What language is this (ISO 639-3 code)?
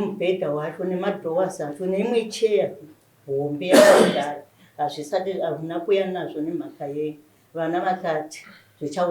sna